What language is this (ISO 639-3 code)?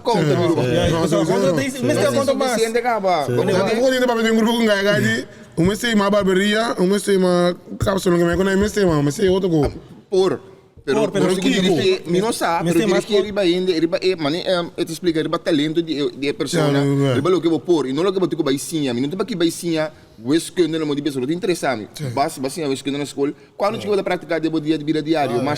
pap